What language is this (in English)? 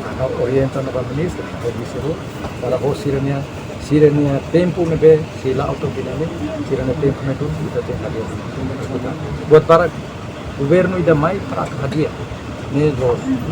Tetum